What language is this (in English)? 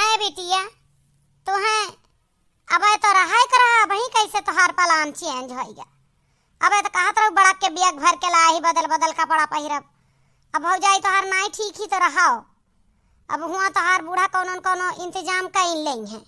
Awadhi